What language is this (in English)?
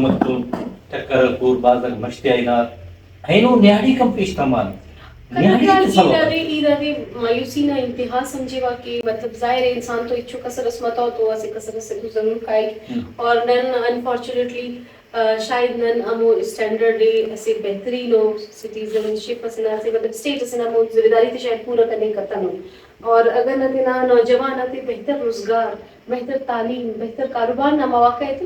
Brahui